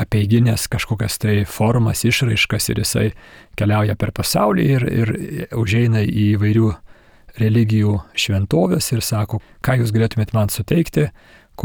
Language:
Lithuanian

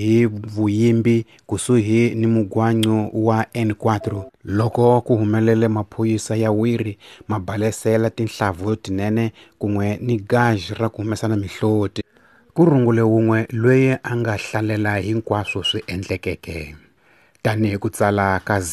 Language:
Tsonga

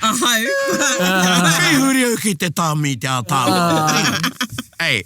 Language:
Māori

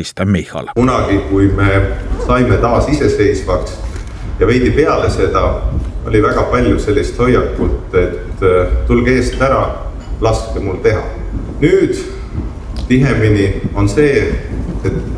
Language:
Estonian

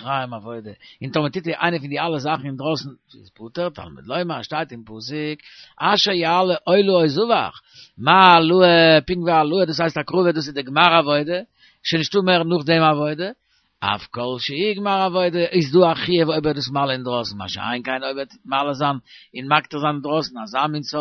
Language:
Yiddish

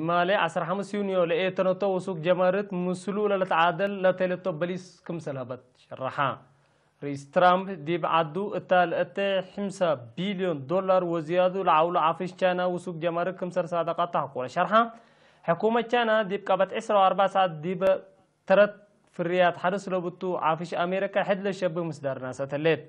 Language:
Tigre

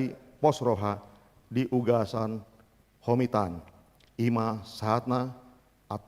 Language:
Batak Toba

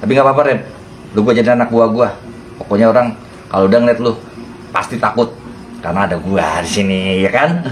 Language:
Betawi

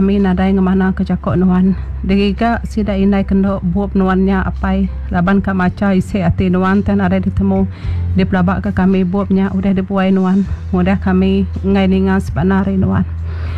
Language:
Iban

